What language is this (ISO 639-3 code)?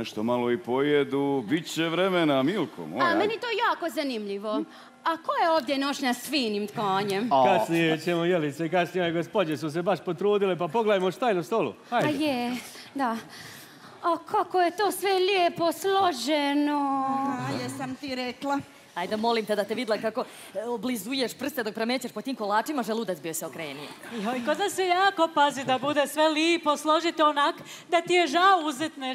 hrv